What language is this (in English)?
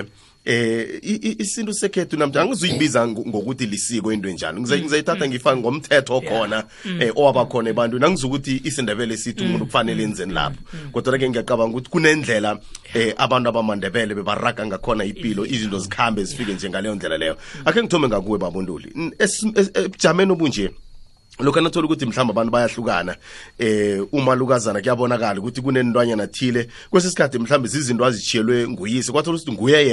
South Ndebele